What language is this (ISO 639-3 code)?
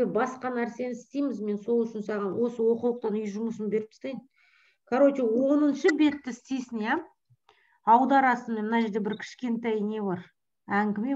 kaz